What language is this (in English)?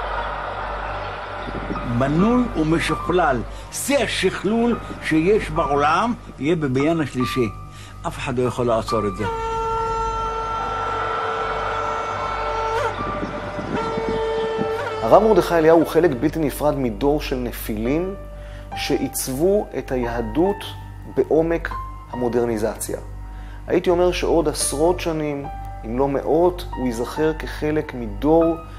Hebrew